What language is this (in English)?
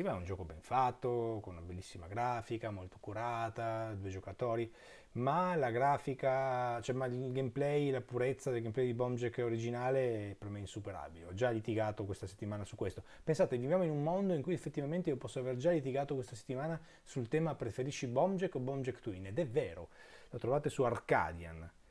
Italian